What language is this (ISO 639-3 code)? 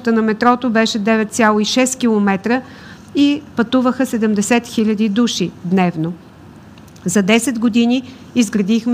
bul